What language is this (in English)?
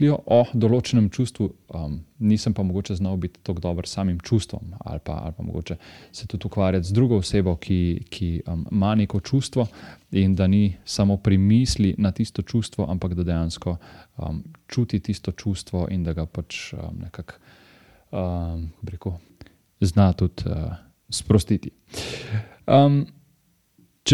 Slovenian